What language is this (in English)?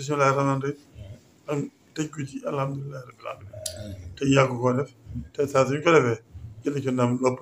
Wolof